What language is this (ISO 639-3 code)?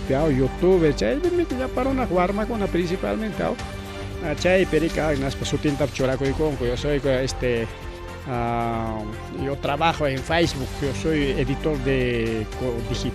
quy